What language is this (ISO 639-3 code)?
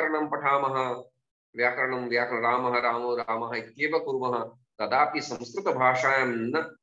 san